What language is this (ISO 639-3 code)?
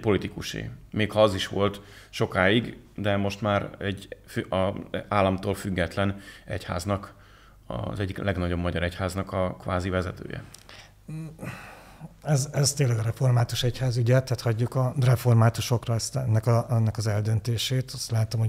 hun